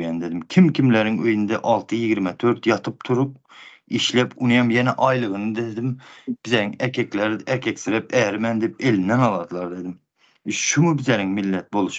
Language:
Turkmen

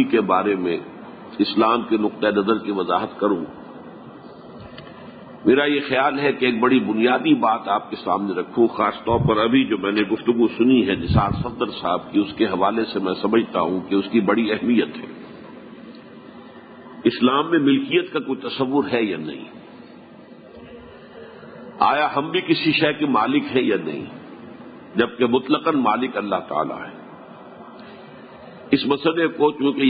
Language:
Urdu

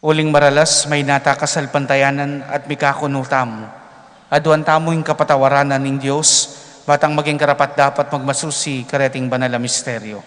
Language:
Pampanga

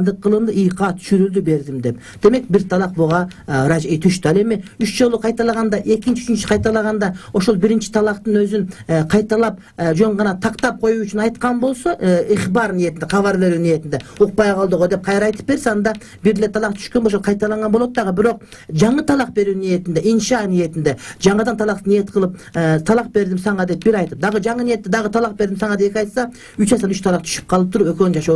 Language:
Kyrgyz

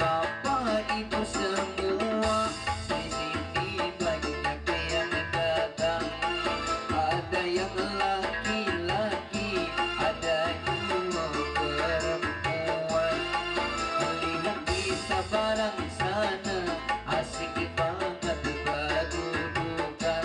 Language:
Banjar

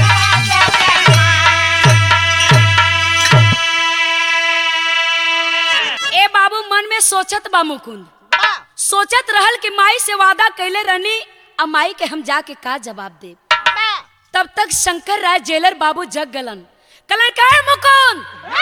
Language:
Bhojpuri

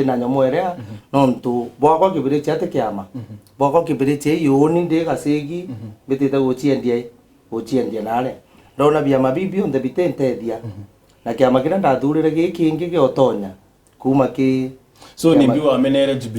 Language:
Meru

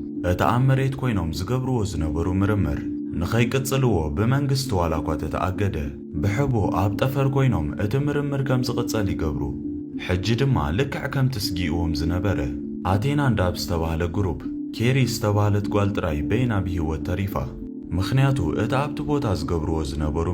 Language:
Tigrinya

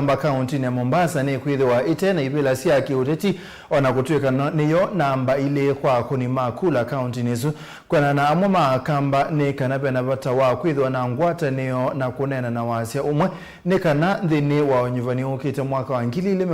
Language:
Kamba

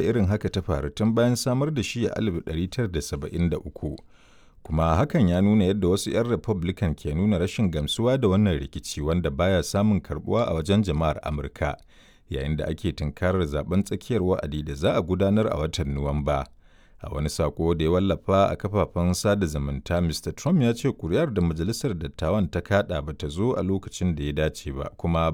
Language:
Hausa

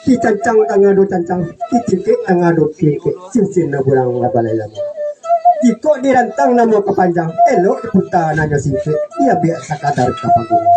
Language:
Minangkabau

